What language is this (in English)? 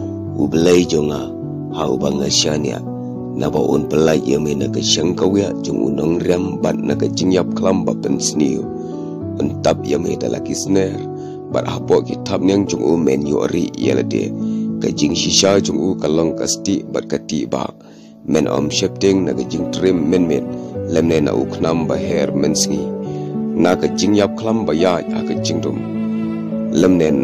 Khasi